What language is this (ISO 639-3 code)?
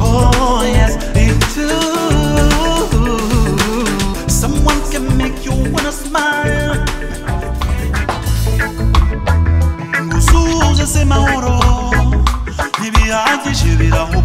kin